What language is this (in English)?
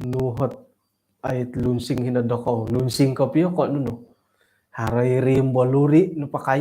Central Dusun